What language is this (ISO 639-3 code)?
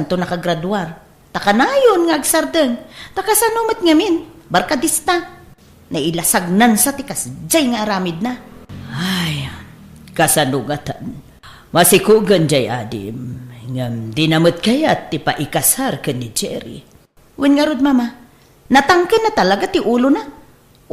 ilo